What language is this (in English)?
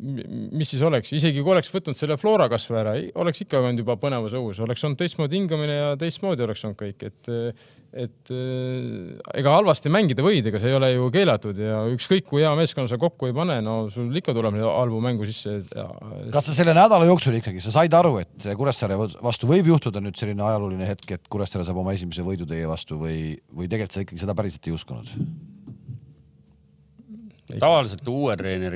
Estonian